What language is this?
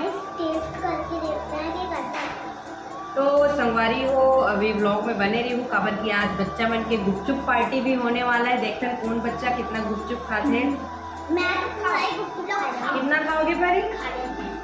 Chhattisgarhi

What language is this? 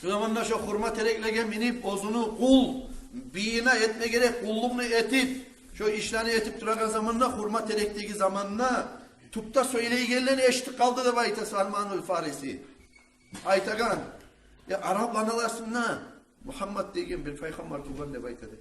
Kumyk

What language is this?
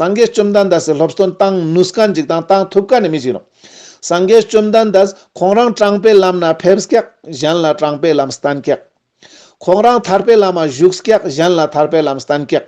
Ladakhi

